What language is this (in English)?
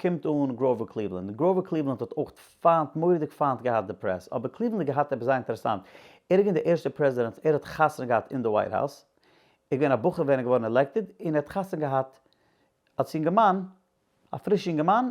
Yiddish